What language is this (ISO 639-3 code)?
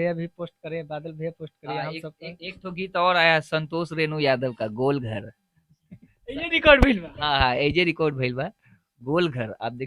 bho